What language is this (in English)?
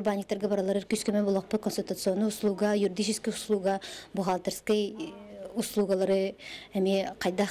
Yakut